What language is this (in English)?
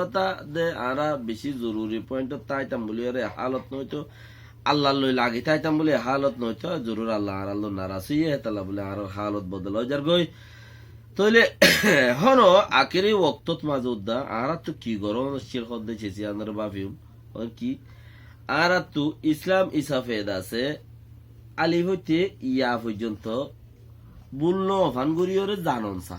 Rohingya